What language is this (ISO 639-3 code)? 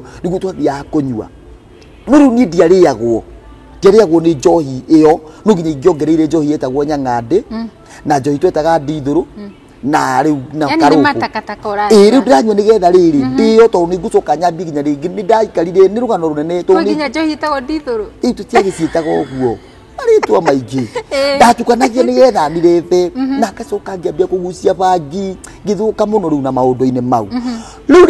kik